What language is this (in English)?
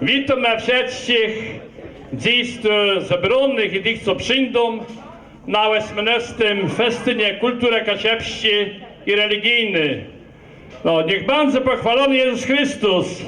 Kashubian